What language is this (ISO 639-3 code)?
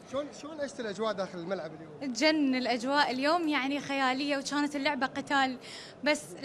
acm